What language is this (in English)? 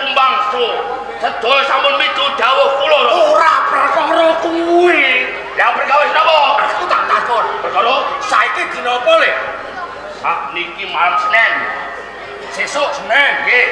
Javanese